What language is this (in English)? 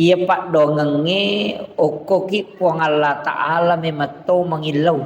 Buginese